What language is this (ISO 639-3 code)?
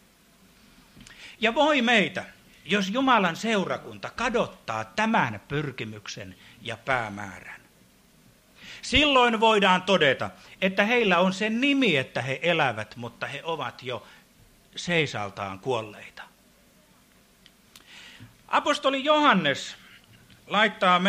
fin